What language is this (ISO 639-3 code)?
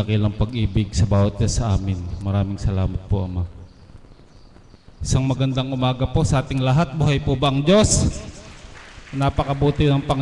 fil